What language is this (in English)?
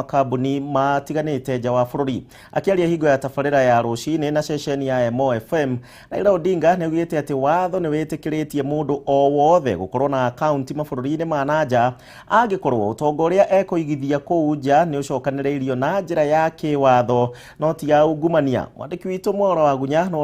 Kikuyu